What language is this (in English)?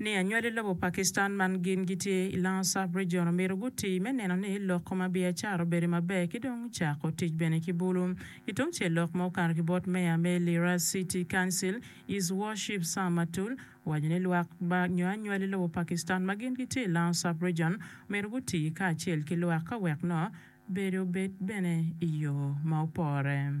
Acoli